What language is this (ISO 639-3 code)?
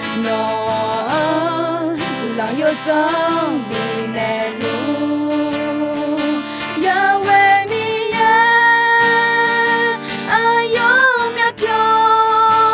ahk